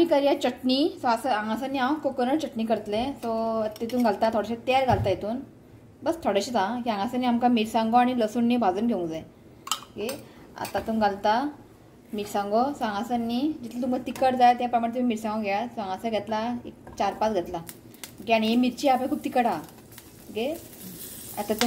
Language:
Konkani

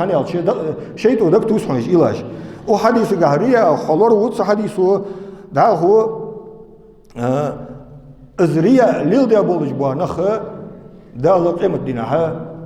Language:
Ingush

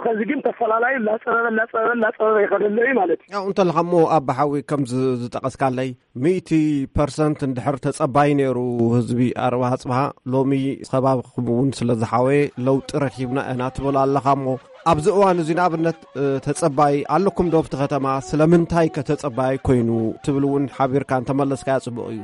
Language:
Tigrinya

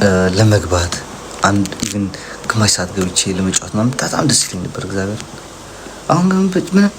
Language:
Amharic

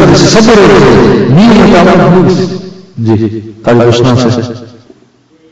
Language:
Bangla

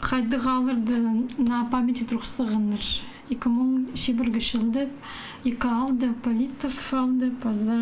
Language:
Khakas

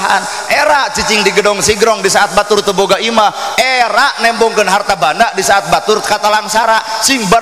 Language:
Sundanese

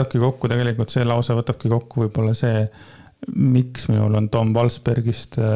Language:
Estonian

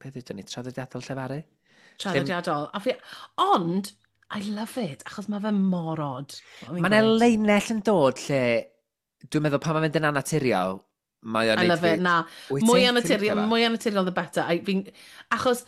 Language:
Welsh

